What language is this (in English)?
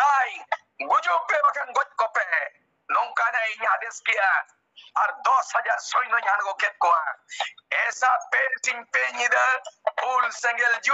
Santali